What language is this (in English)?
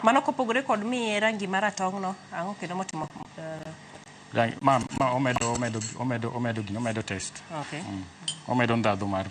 Luo (Kenya and Tanzania)